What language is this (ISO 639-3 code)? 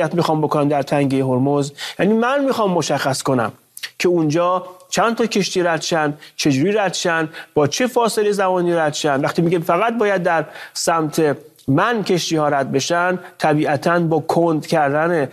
fas